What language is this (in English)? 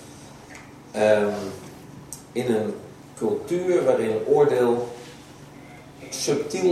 Dutch